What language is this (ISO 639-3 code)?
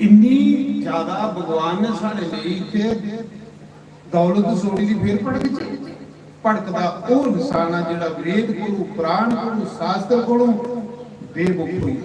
doi